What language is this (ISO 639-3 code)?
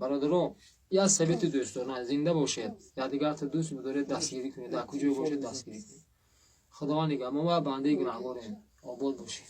tgk